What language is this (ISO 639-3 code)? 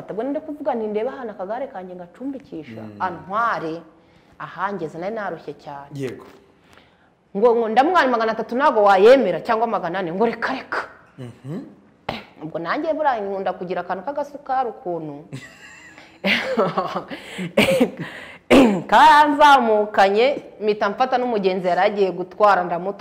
kin